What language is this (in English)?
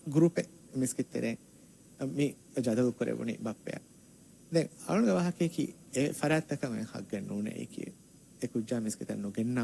Divehi